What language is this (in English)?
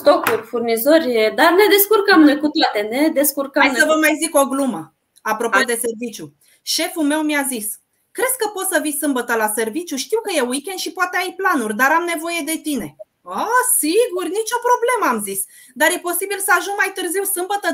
Romanian